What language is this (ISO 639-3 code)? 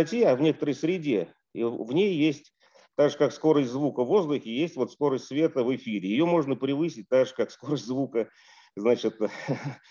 rus